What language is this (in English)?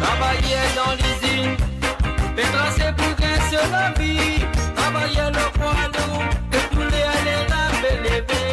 Morisyen